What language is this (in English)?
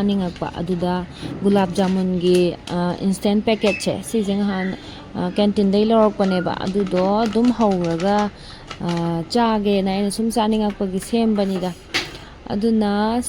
Manipuri